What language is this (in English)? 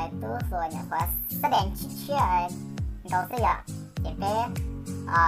Hmong